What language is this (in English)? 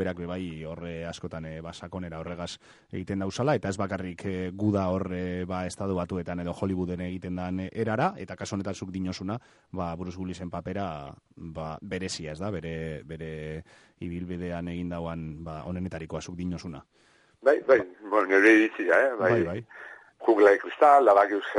Basque